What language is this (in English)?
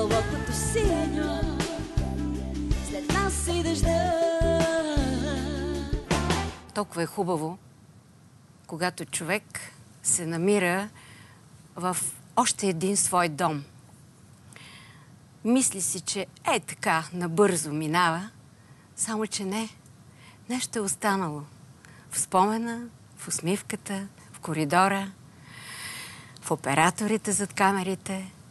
Bulgarian